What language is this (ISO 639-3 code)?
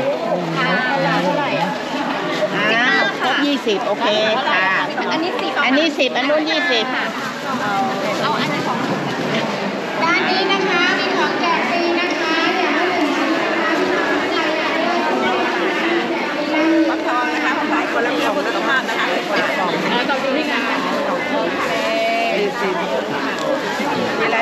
tha